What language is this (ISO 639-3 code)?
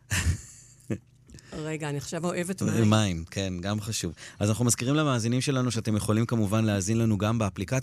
heb